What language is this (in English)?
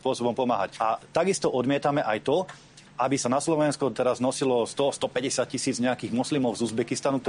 Slovak